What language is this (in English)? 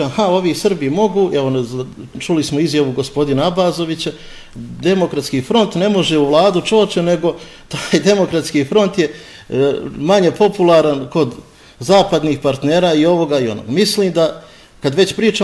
Bosnian